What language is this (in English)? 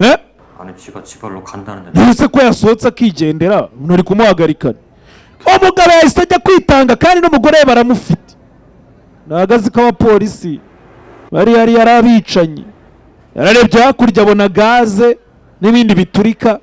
Kinyarwanda